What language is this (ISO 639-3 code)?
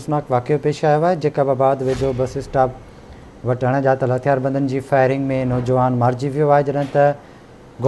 snd